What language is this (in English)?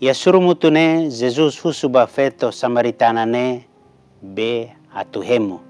Tetum